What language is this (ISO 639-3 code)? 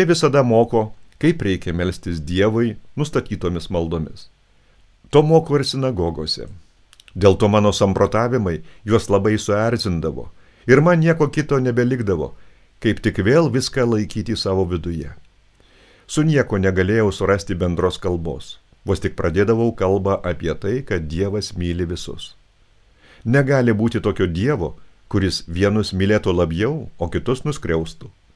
lit